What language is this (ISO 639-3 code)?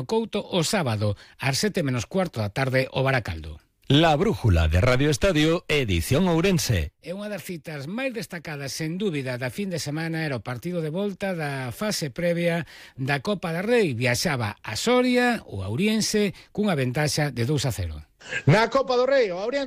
glg